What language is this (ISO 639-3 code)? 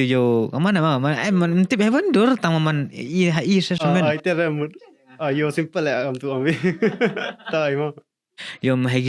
kha